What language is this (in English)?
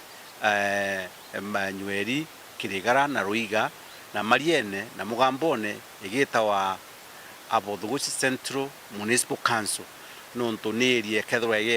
Meru